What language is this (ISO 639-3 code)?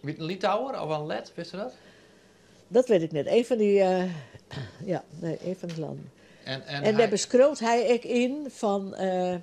fry